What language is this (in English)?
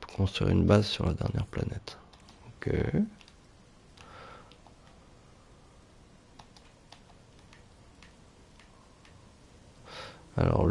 French